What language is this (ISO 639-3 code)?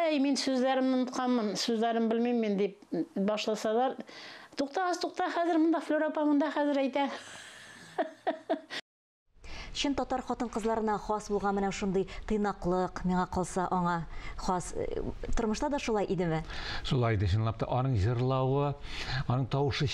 tat